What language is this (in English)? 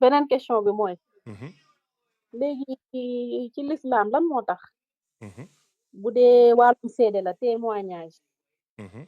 Wolof